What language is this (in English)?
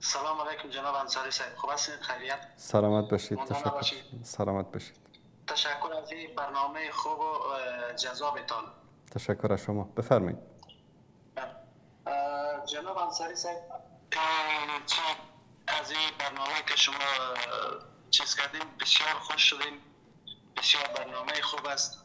Persian